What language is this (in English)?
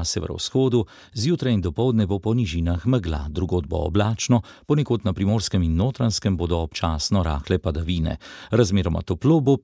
Slovenian